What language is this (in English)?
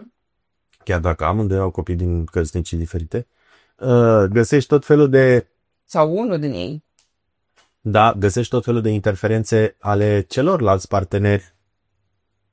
Romanian